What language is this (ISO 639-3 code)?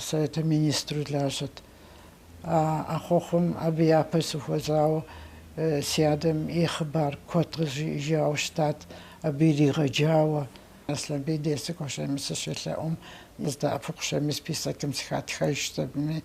kbd